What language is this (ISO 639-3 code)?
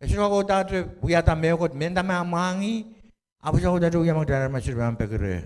pon